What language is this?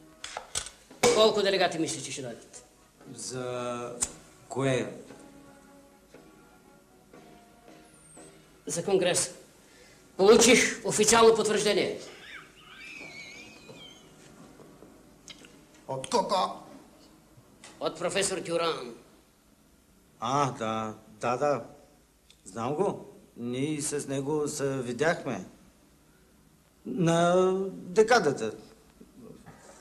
Bulgarian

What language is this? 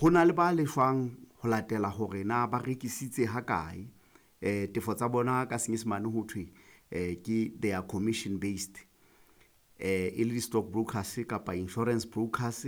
Southern Sotho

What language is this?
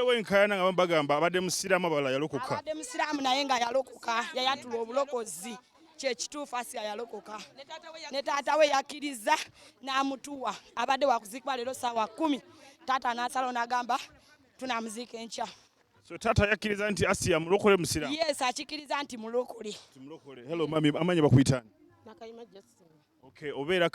Ganda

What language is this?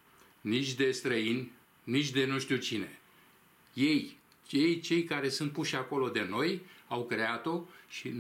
Romanian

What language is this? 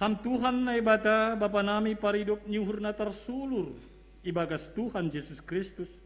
Batak Simalungun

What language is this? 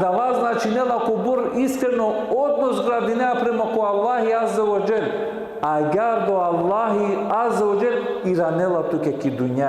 Balkan Romani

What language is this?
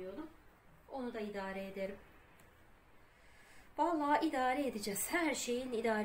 Turkish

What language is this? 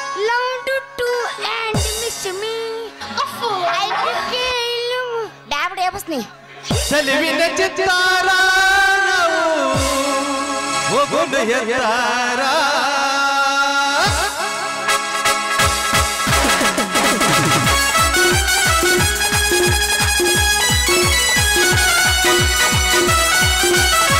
Kannada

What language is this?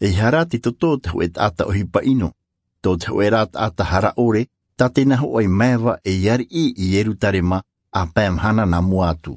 Tahitian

